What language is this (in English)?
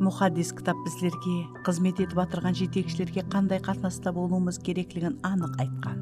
Kara-Kalpak